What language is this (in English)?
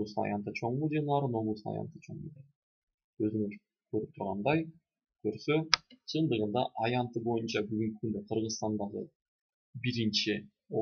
Kyrgyz